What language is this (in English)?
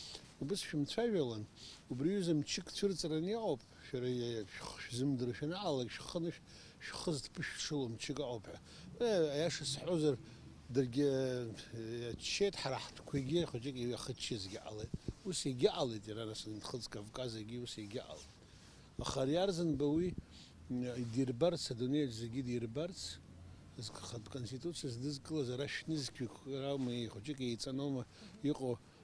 Abkhazian